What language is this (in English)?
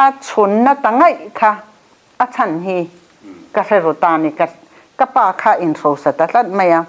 Mizo